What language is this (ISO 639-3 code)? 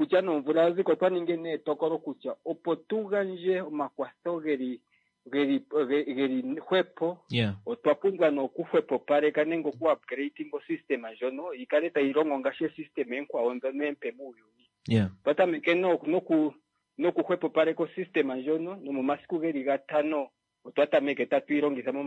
kua